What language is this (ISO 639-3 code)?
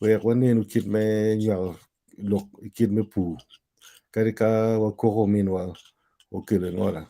ach